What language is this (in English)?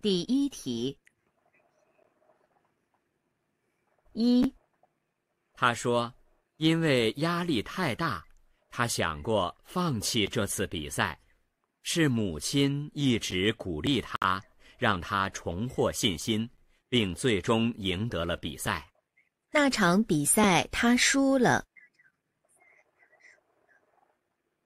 Chinese